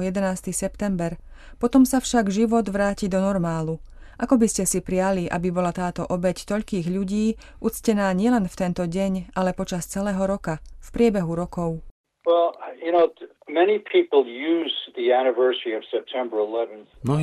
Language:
Slovak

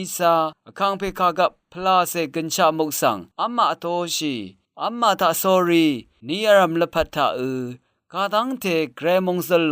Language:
Rawang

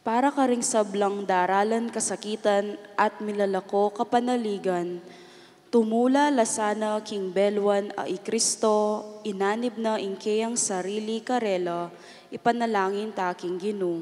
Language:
Pampanga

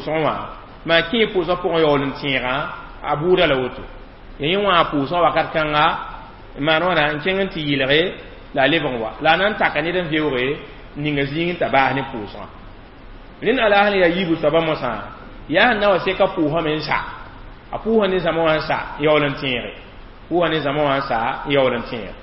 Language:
Mossi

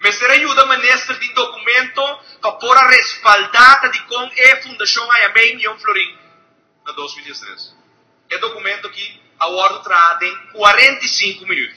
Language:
Papiamento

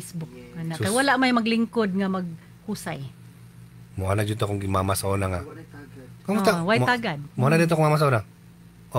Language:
Cebuano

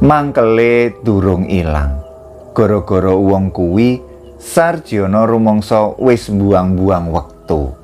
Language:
Javanese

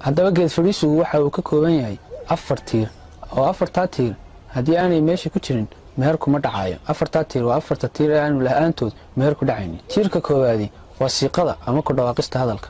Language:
Somali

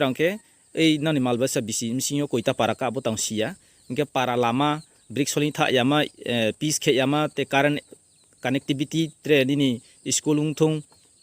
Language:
Riang (India)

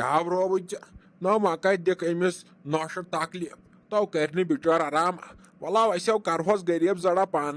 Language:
Kashmiri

